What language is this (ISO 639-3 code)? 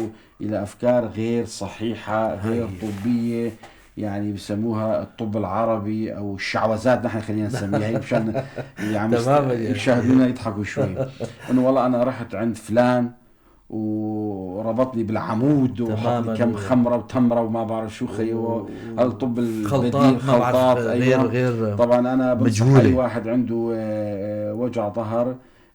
apc